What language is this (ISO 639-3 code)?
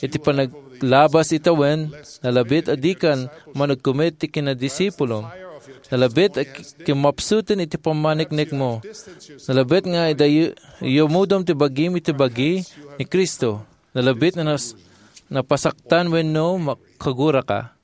ilo